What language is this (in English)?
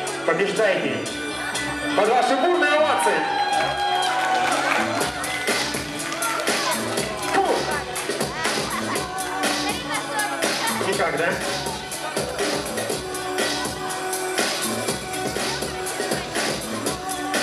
Russian